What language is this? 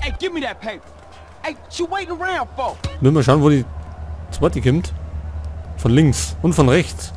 Bavarian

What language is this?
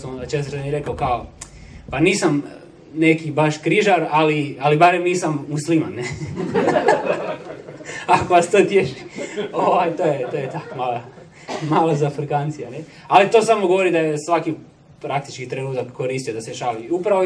Croatian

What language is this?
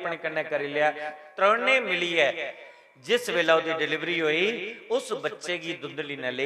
Dogri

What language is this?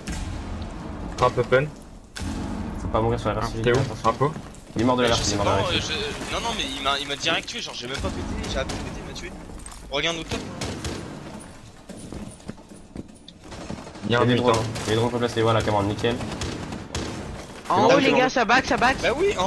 French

